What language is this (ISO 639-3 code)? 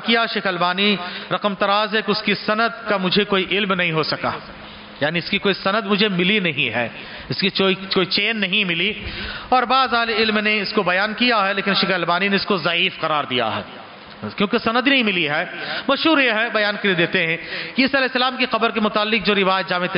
urd